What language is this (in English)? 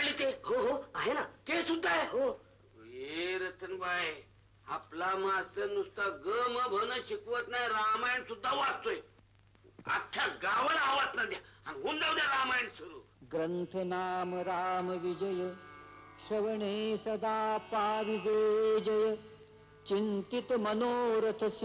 Marathi